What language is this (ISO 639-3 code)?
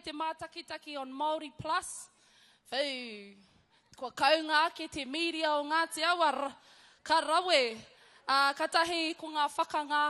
mri